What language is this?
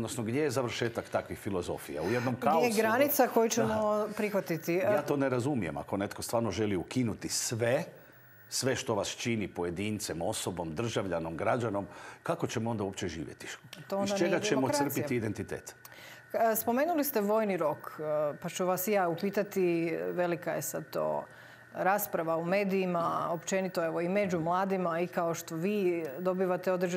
Croatian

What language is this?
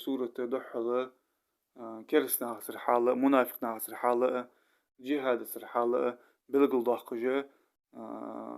Ingush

